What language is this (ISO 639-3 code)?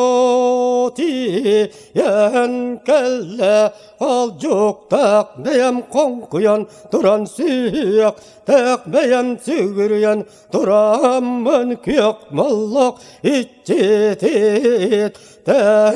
sah